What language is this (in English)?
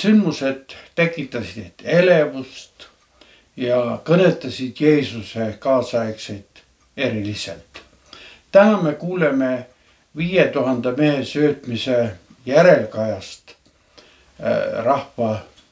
Estonian